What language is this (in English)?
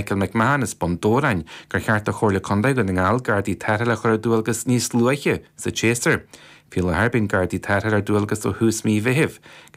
Irish